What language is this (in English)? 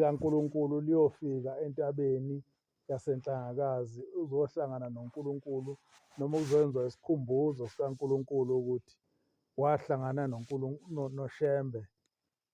Zulu